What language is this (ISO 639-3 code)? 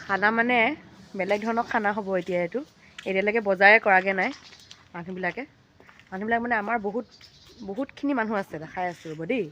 asm